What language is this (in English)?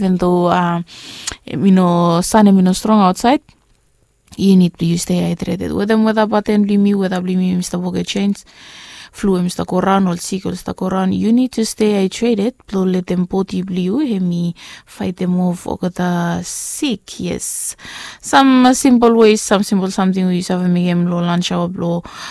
Bislama